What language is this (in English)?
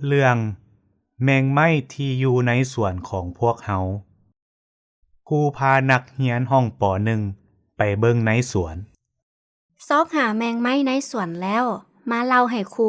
Lao